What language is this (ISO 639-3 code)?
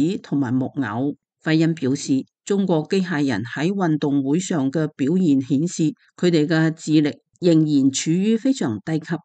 yue